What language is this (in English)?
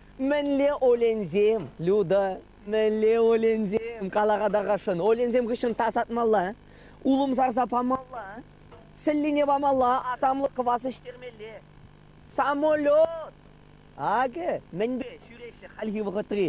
Chuvash